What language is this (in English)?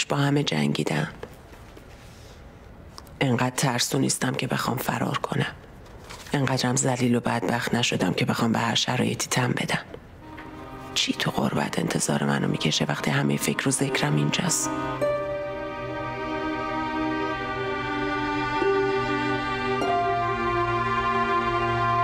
Persian